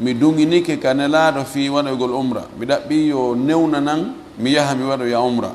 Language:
Fula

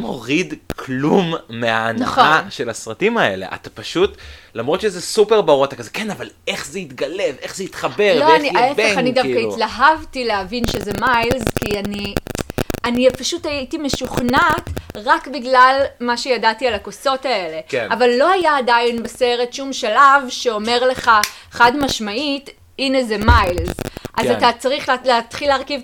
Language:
Hebrew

